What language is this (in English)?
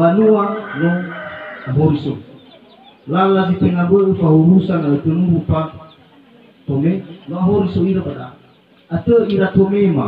Nias